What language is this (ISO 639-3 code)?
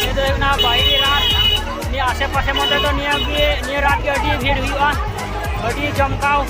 sat